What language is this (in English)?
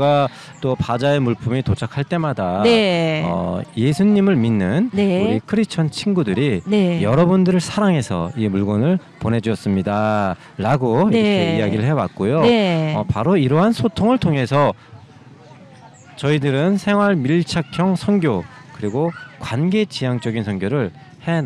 Korean